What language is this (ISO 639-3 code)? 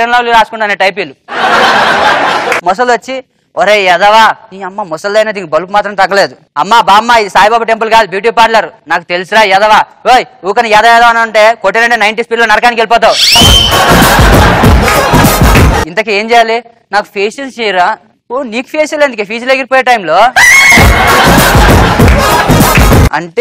tel